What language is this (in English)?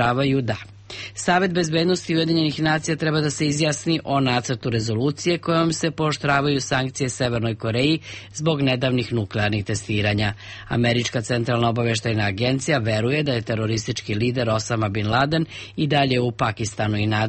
Serbian